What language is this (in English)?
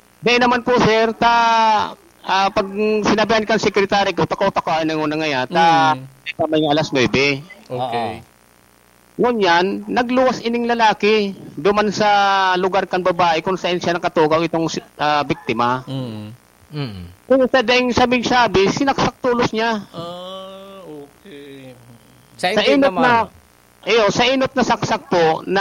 Bikol